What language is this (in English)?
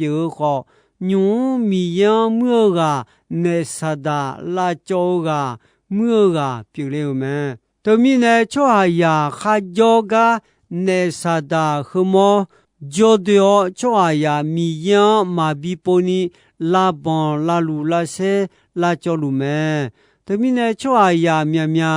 Akha